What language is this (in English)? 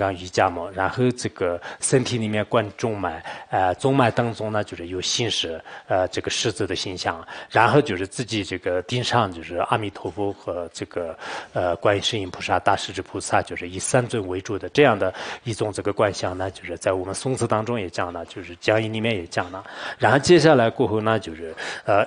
Chinese